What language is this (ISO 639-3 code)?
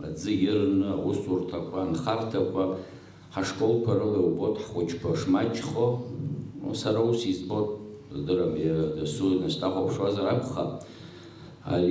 abk